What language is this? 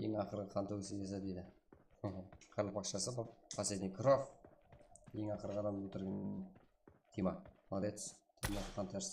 Kara-Kalpak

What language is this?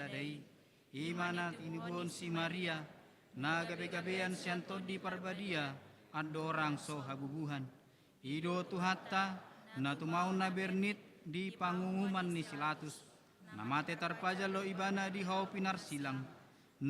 Batak Toba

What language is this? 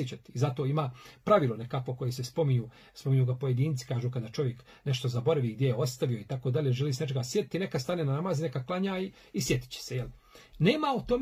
Bosnian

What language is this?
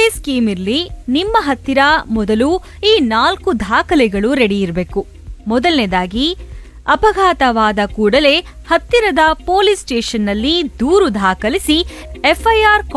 Kannada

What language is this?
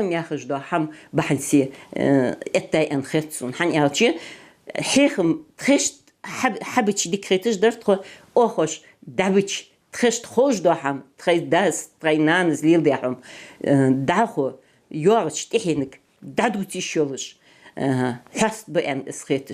Ingush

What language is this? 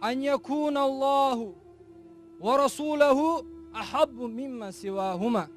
Kumyk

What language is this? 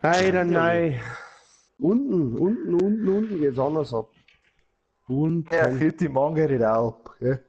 Bavarian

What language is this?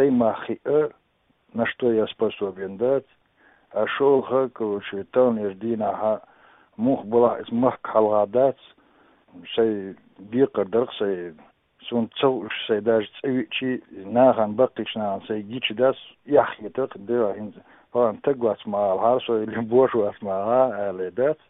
Chechen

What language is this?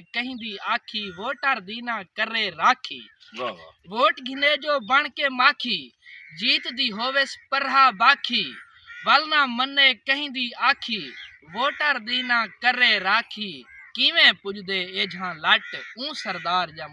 Saraiki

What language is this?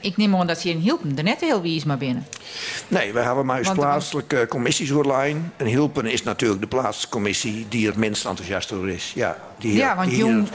Western Frisian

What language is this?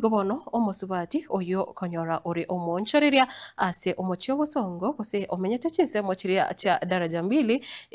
Gusii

